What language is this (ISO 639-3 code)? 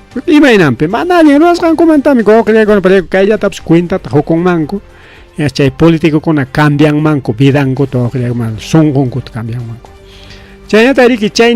quy